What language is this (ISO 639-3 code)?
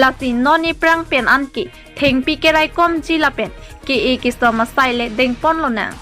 mjw